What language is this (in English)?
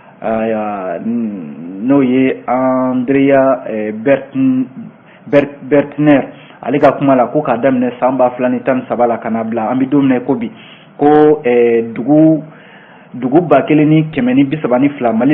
Bambara